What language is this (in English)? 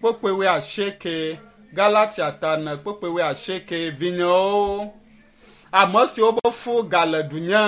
Ewe